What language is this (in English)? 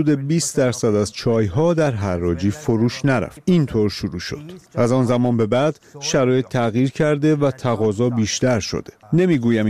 Persian